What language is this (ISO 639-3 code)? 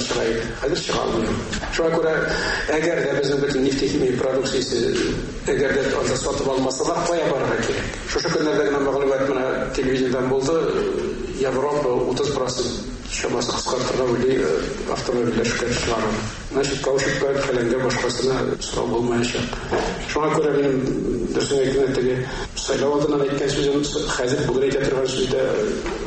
tat